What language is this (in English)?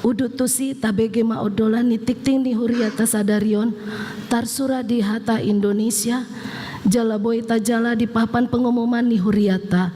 Batak Toba